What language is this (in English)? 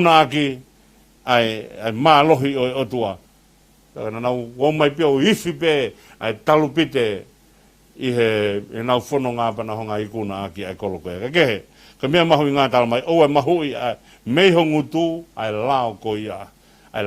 Tongan